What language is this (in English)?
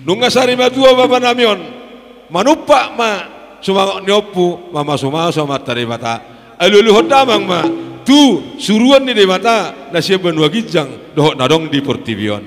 Batak Toba